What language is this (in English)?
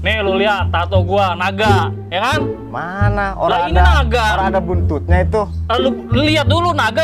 Betawi